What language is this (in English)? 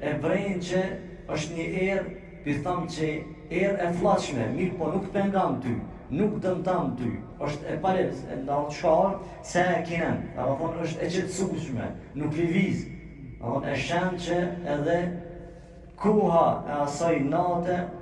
Albanian